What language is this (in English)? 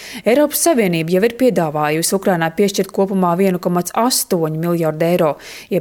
Latvian